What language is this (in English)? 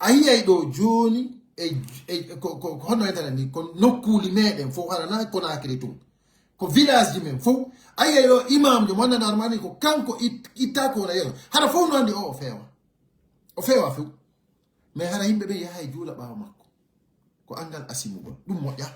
Pular